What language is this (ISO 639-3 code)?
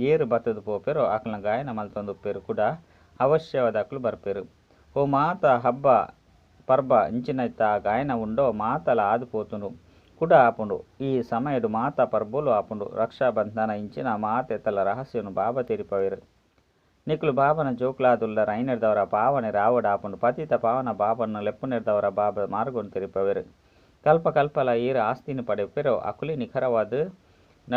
tcy